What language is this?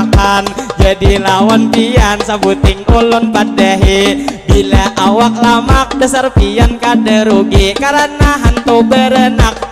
Banjar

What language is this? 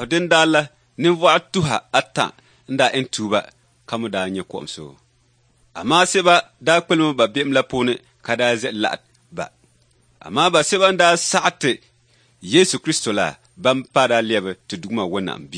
Dagbani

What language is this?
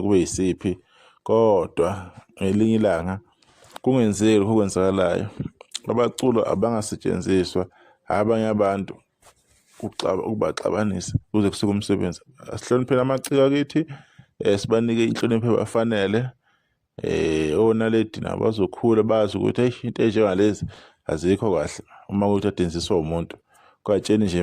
Zulu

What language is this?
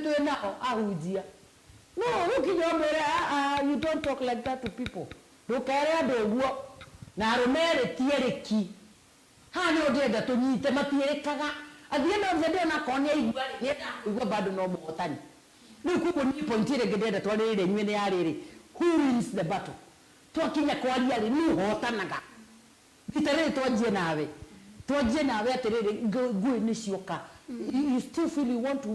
Kikuyu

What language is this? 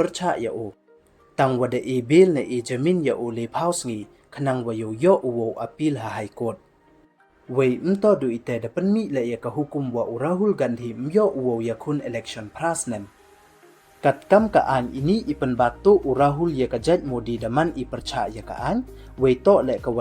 Pnar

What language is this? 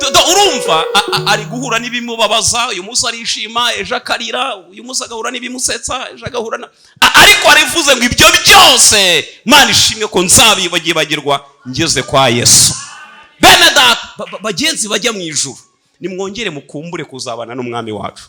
Kinyarwanda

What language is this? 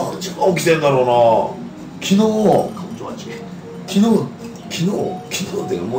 Japanese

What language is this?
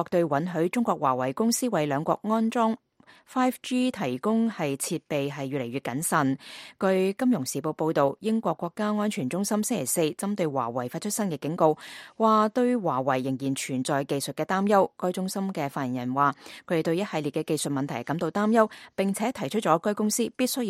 Cantonese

